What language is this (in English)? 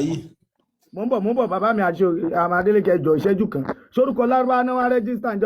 Yoruba